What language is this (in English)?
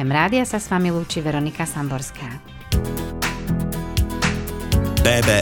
Slovak